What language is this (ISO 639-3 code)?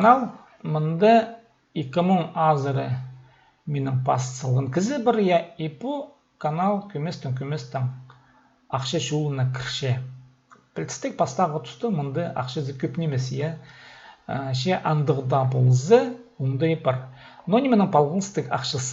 kjh